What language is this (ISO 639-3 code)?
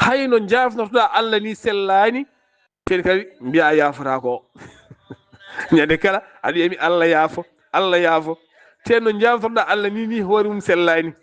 ful